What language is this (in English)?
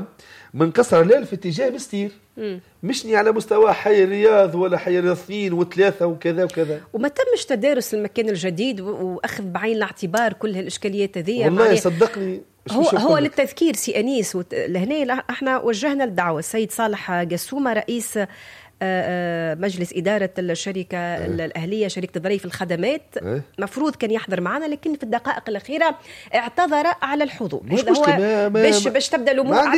Tunisian Arabic